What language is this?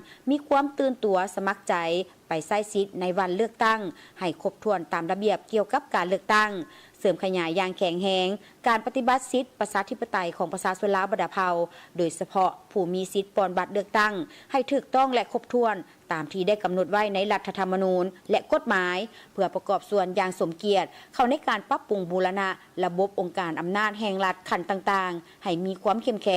Lao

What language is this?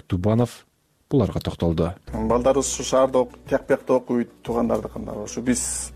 Kyrgyz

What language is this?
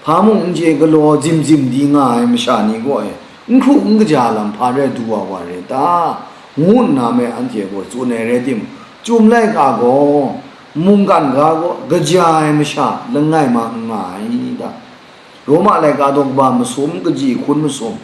Kachin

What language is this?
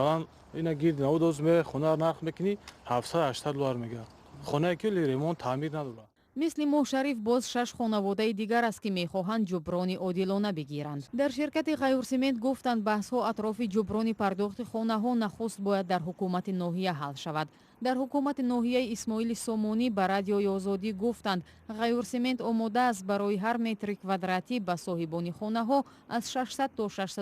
Tajik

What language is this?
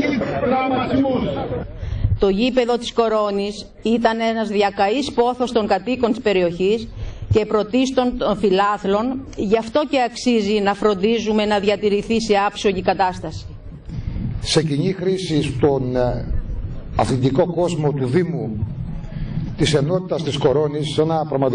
Greek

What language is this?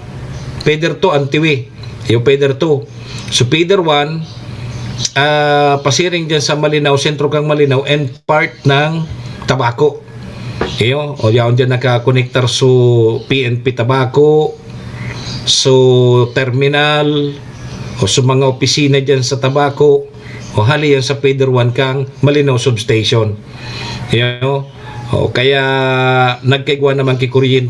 Bikol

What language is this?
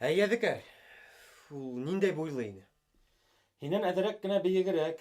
Bashkir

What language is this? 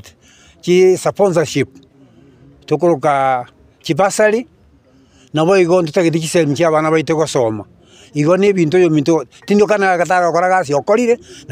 Gusii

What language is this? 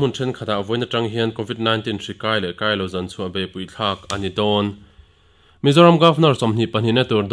Mizo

